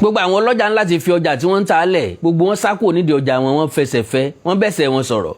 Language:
Yoruba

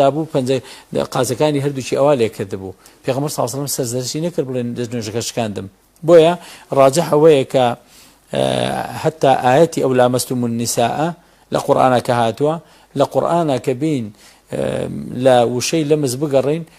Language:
Central Kurdish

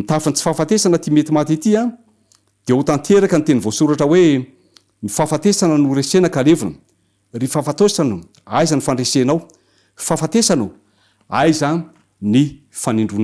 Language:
Malagasy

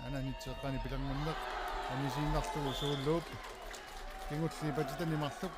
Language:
Kalaallisut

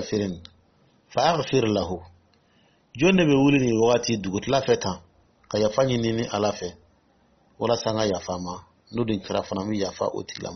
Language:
Dyula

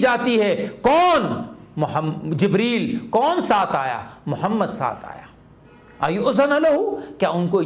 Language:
Urdu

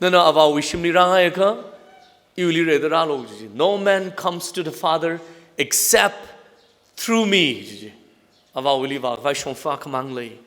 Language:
Tangkhul Naga (India)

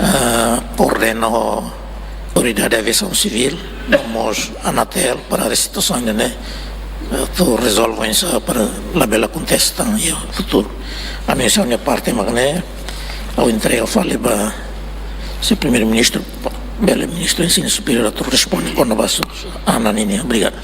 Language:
Tetum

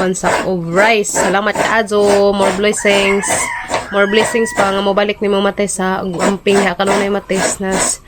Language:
Cebuano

